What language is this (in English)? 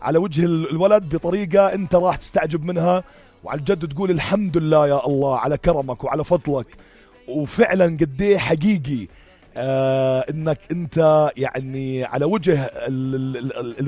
North Levantine Arabic